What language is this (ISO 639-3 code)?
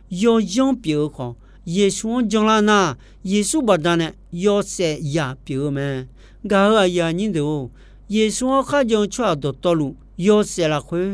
ahk